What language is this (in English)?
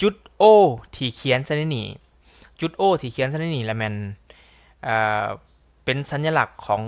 Lao